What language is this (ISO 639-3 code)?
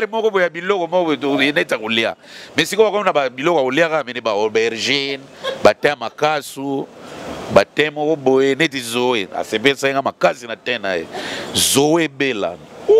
lin